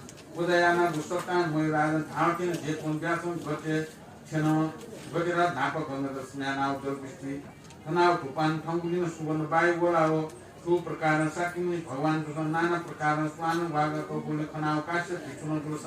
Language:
Newari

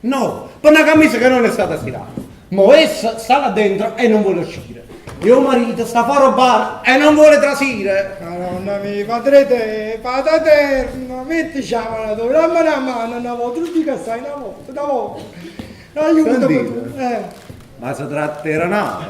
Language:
Neapolitan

